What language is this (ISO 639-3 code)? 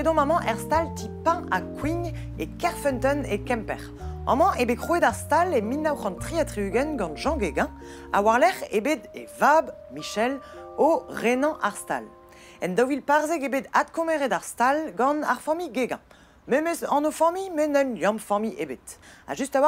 bre